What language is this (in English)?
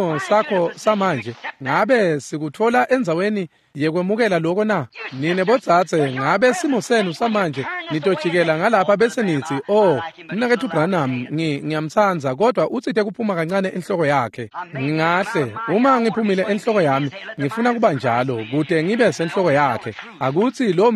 Swati